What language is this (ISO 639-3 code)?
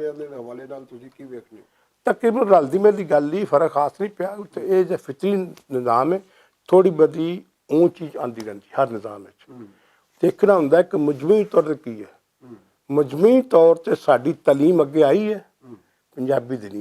lah